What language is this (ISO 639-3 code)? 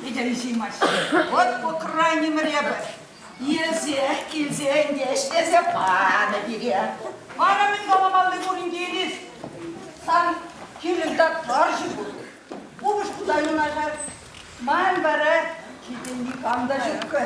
chv